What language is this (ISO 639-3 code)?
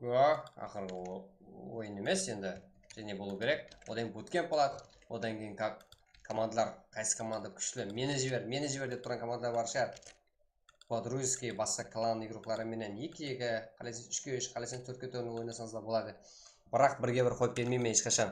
kaa